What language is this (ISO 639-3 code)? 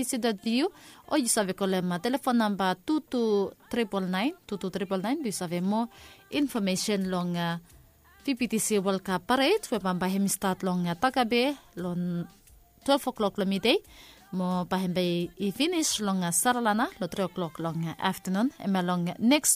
bis